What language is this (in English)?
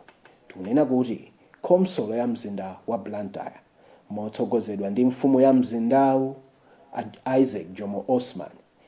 Nyanja